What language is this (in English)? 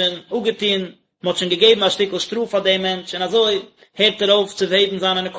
Yiddish